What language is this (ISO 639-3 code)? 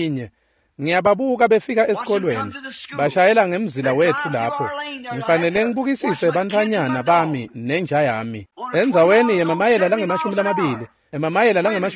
ssw